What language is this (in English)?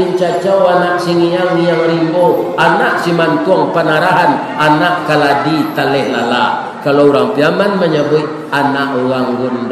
Minangkabau